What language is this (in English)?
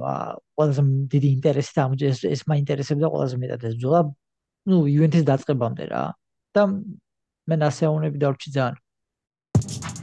Georgian